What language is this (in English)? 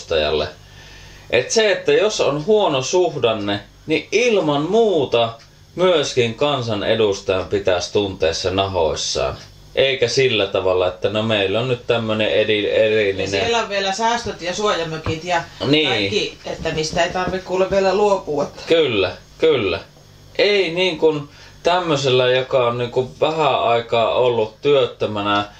Finnish